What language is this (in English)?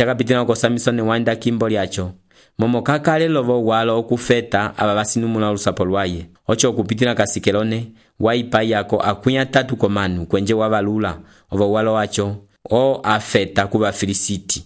Umbundu